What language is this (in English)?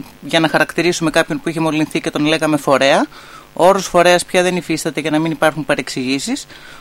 Greek